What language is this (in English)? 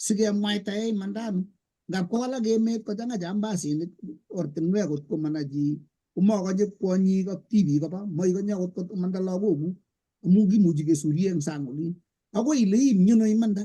Kalenjin